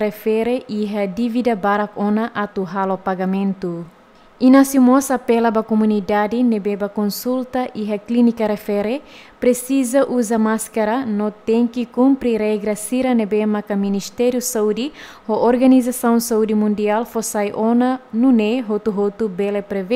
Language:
Tetum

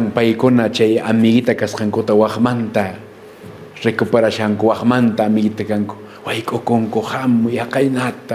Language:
Quechua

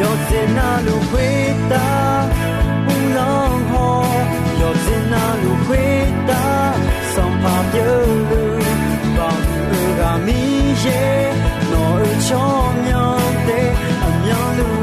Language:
Akha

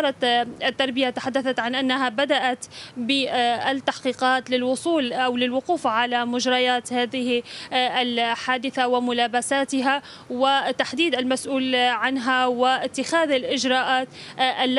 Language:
Arabic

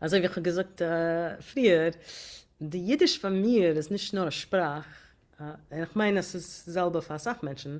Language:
Yiddish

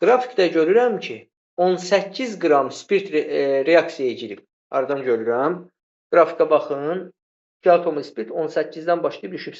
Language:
Azerbaijani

